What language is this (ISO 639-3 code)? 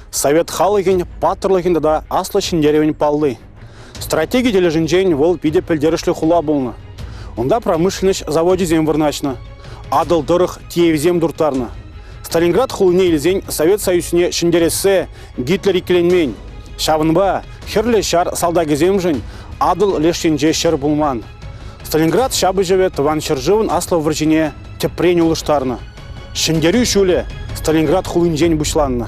chv